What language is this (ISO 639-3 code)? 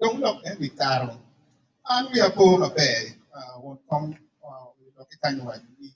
ach